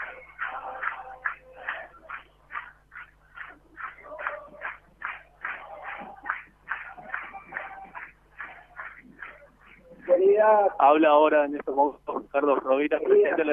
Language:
Spanish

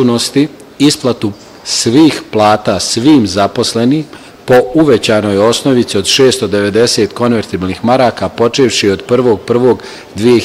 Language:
Bosnian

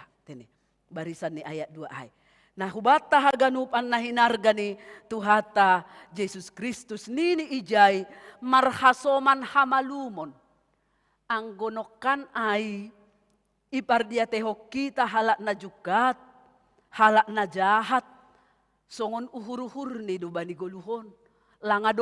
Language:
Batak Simalungun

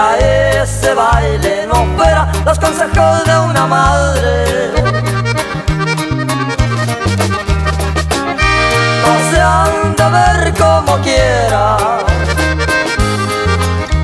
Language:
Spanish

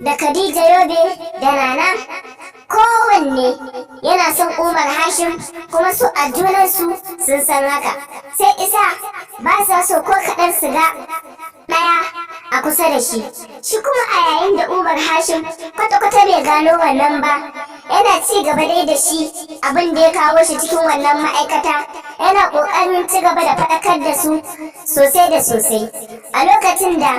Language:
Hausa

